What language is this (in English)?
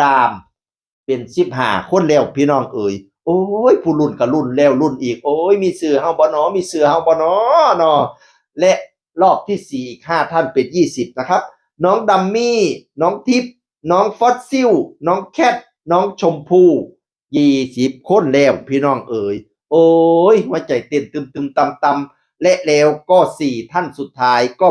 Northeastern Thai